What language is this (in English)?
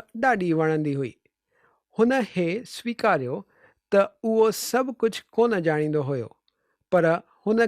Sindhi